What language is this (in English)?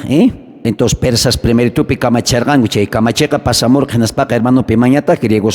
South Bolivian Quechua